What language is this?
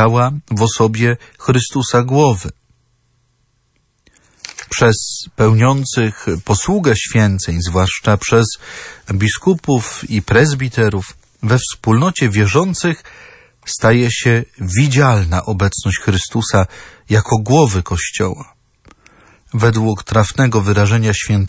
Polish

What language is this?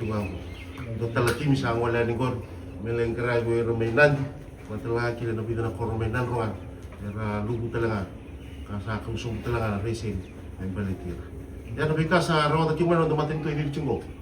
Fijian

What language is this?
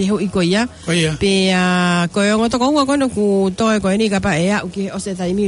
Tongan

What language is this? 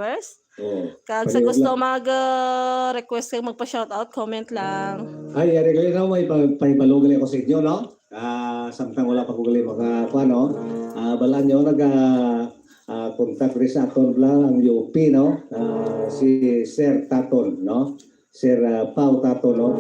Hiligaynon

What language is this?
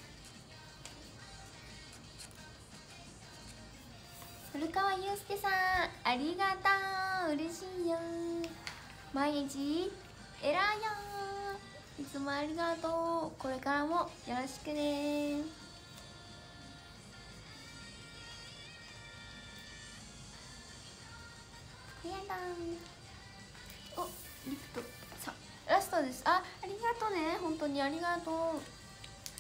Japanese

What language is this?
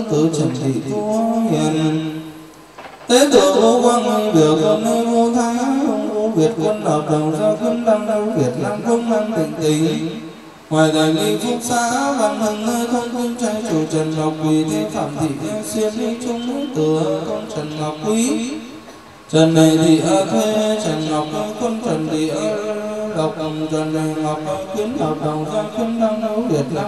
Vietnamese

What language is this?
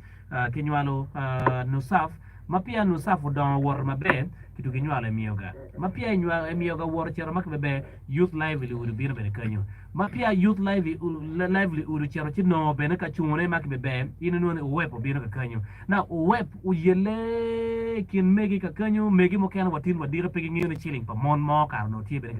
Acoli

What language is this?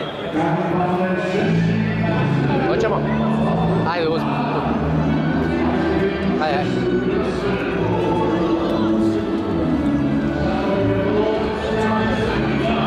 Croatian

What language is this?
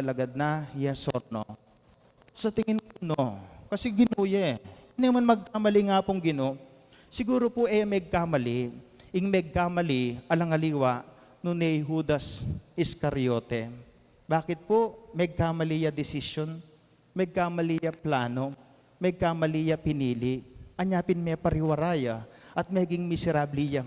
Pampanga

